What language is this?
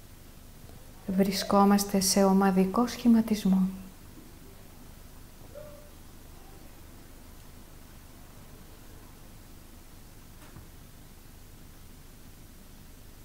Greek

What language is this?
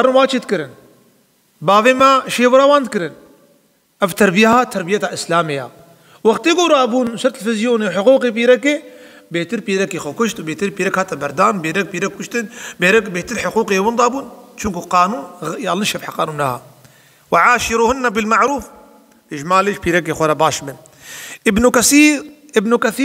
Kurdish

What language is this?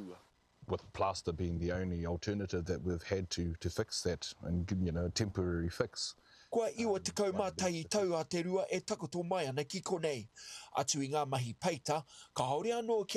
Māori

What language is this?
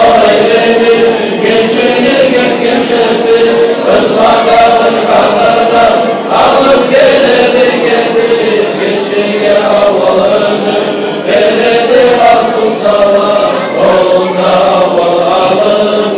Kumyk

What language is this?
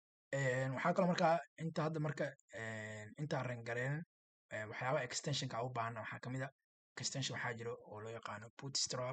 Somali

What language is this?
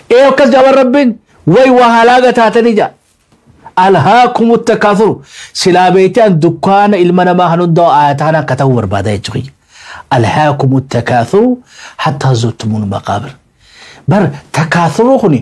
Oromo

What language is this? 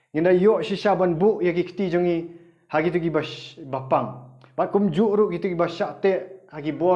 Khasi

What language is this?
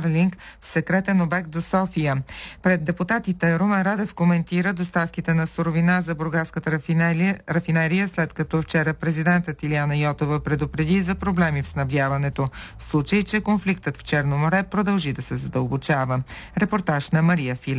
Bulgarian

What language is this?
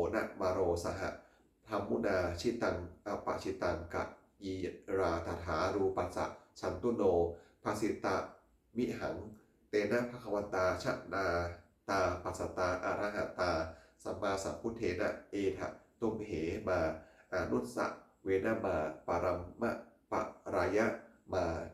Pali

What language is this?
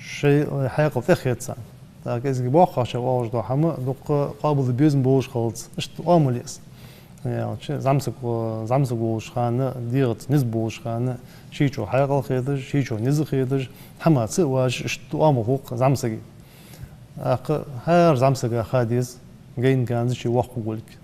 Ingush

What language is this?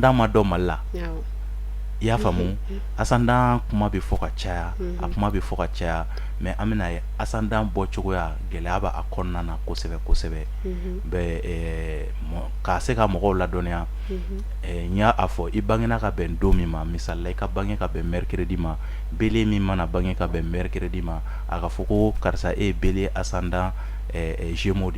Bambara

